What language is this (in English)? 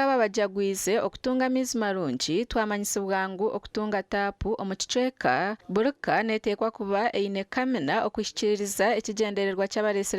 Nyankole